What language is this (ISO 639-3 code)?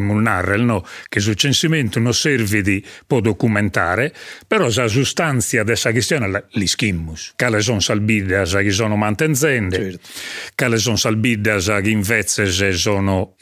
srd